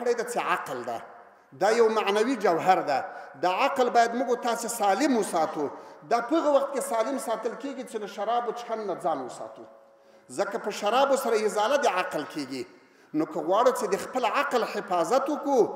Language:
Pashto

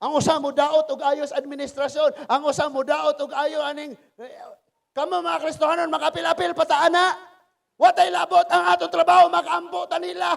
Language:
Cebuano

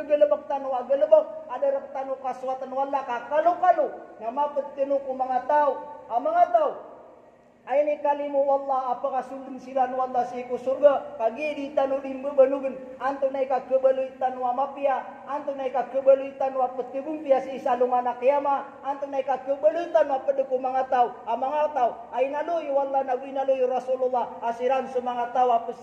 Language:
Maranao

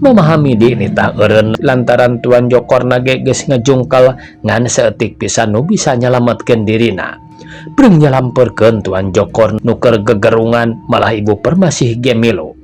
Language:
Sundanese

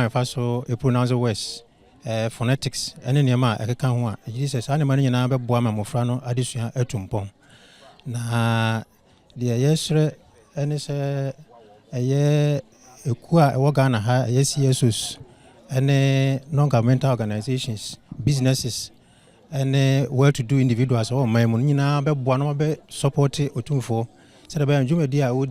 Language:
Akan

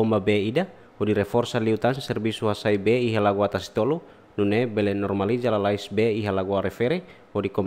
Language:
Tetum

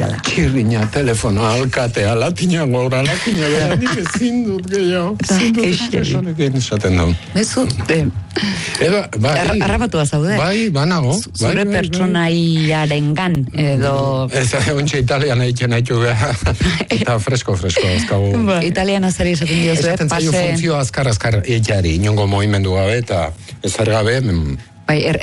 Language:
Basque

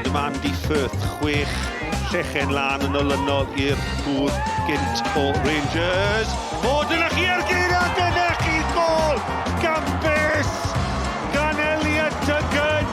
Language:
Welsh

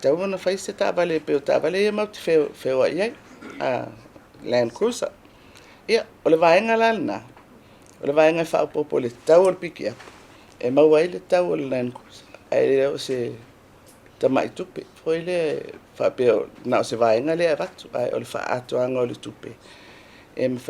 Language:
Samoan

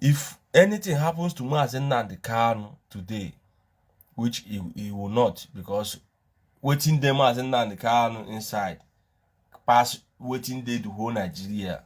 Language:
Nigerian Pidgin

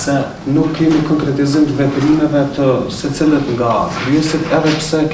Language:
Albanian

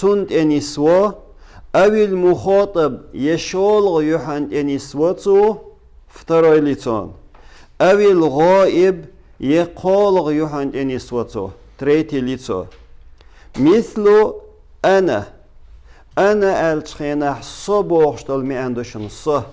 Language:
Chechen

